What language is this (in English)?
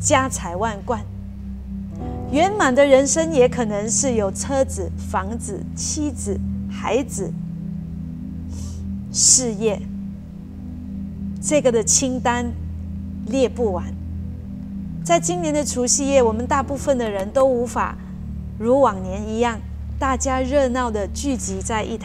Chinese